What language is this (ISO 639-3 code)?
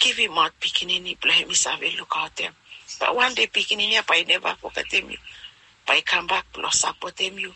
bis